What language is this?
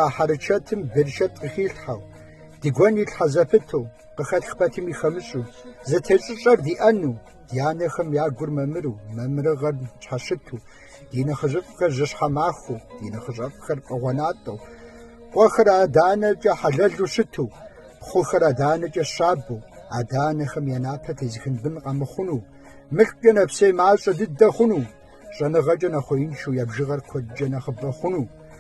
Kabardian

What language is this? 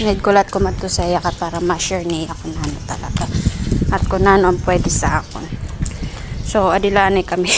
Waray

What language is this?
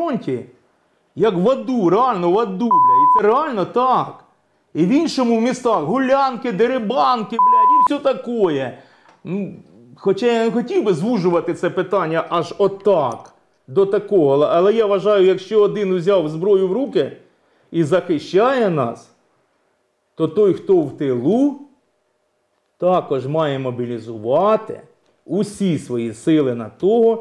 Ukrainian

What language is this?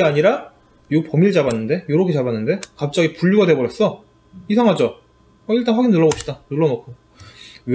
Korean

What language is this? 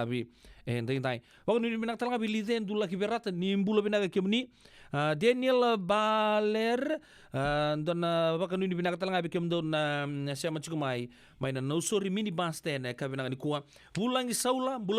Fijian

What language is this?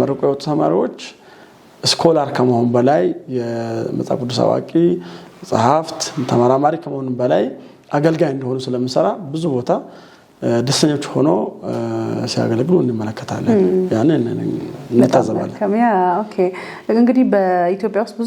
Amharic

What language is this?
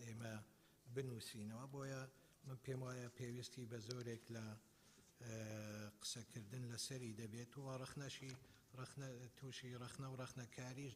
Central Kurdish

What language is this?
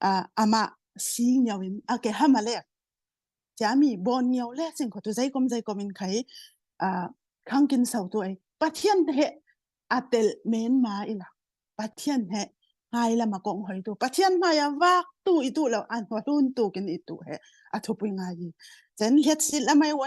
Falam Chin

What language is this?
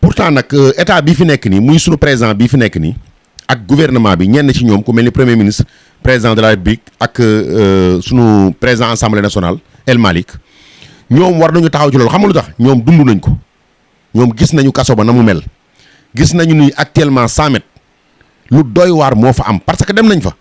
Wolof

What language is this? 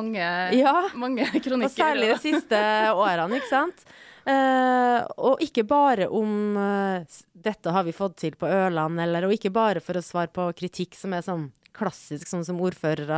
Norwegian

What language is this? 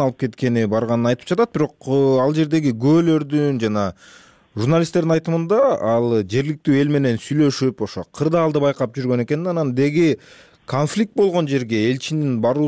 Kyrgyz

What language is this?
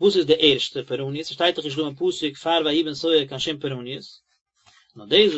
Yiddish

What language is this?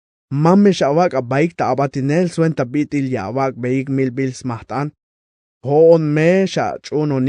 Tzeltal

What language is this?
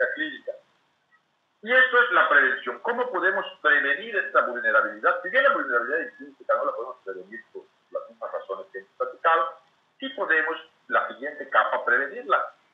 Spanish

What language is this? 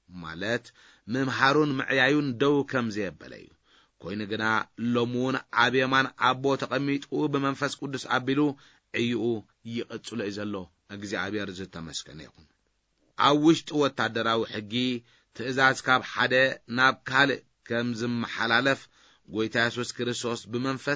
Tigrinya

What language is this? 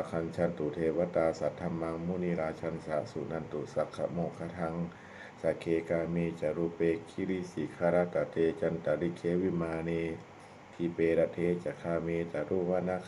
Pali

